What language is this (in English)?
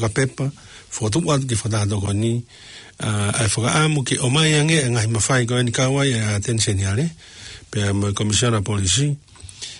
Tongan